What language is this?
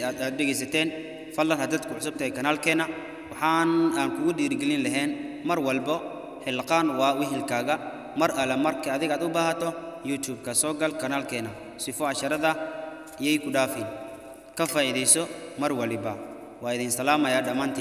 Somali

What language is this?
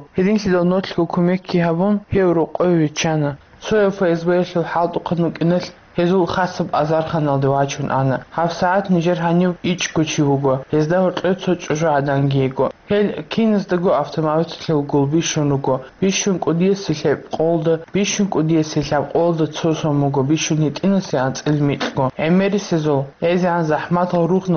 Avaric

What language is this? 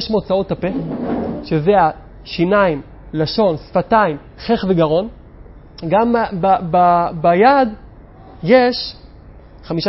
Hebrew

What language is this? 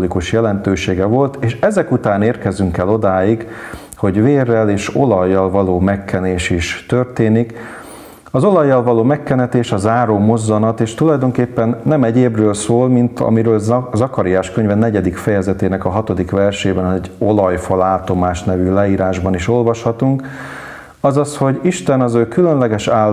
Hungarian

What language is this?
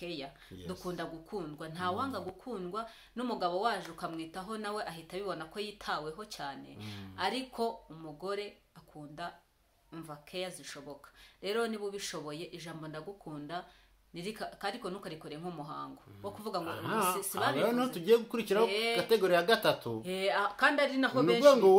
Kinyarwanda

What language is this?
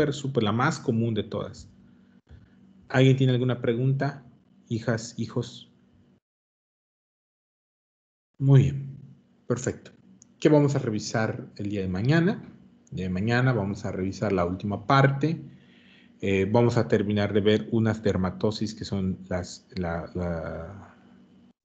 Spanish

